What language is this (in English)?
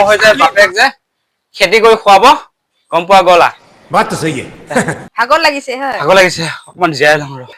Assamese